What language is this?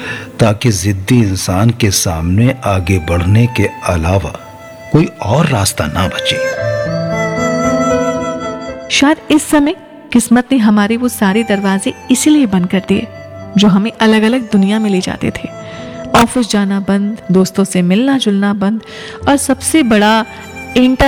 Hindi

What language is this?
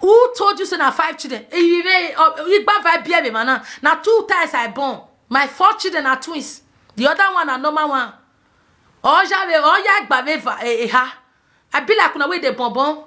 Nigerian Pidgin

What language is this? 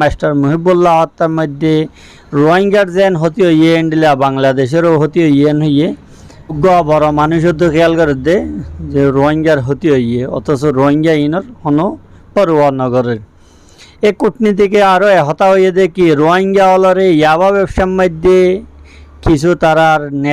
Rohingya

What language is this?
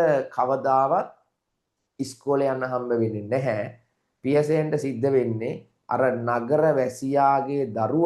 Sinhala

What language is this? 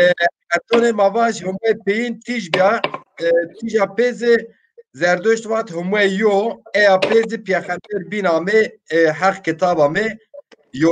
Zaza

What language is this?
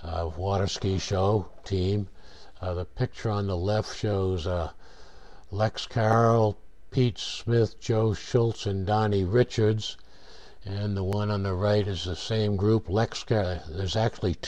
English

